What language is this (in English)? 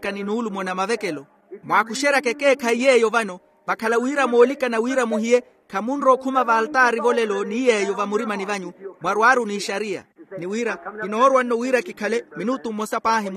Makhuwa